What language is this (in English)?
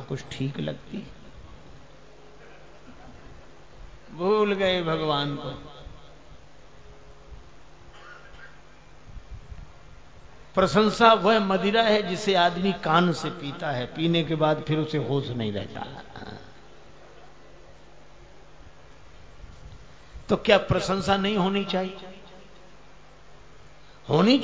Hindi